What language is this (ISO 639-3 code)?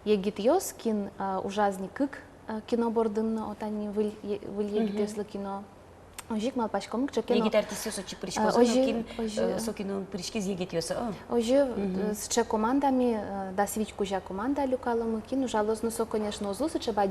udm